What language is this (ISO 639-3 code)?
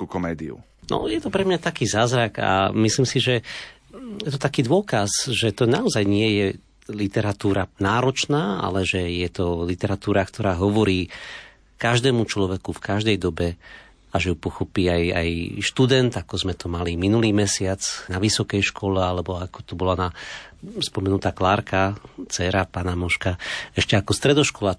slk